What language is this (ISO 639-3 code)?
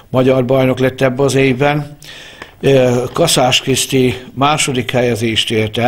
hun